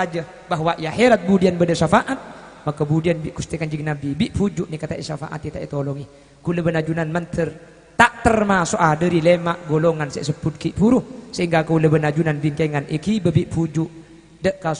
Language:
Madurese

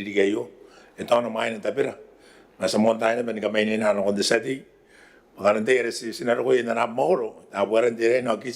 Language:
Gilbertese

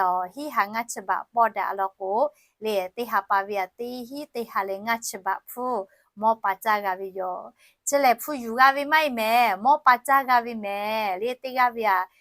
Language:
Lahu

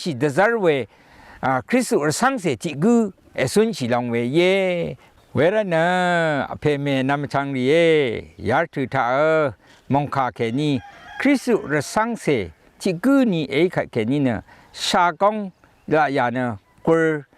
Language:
Rawang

